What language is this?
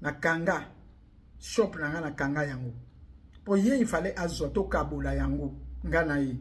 Lingala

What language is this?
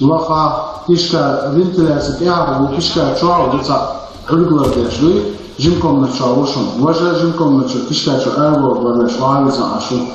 Chechen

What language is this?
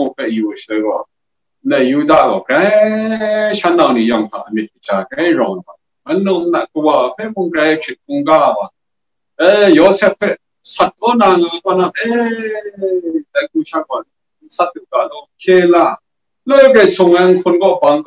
Kachin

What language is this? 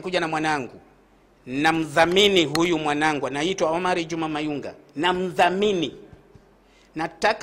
Swahili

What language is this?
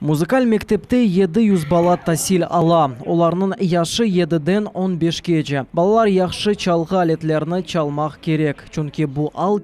Crimean Tatar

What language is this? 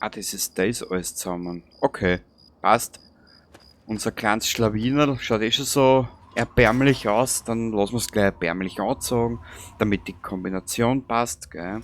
Bavarian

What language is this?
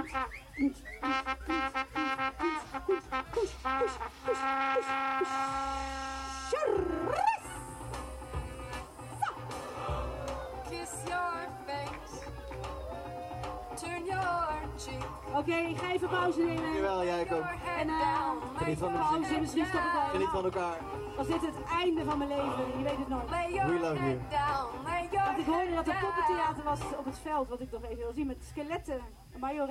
Dutch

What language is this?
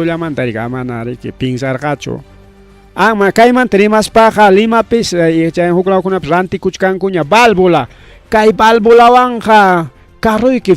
Ayacucho Quechua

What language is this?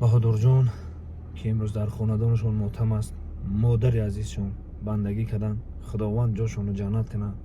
Tajik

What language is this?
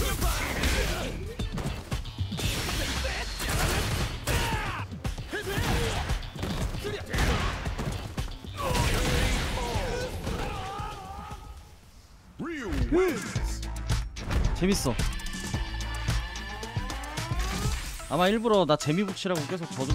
Korean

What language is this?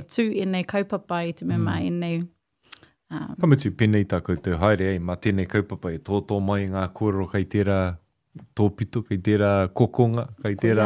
Māori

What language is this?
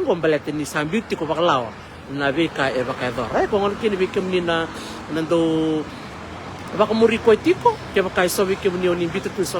Fijian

